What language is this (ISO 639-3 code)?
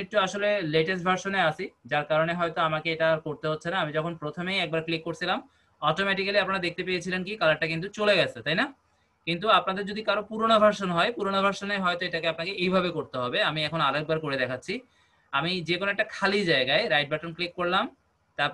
ben